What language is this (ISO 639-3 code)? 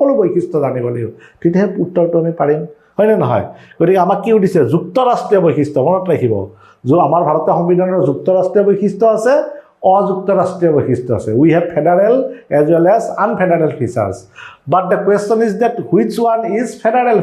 asm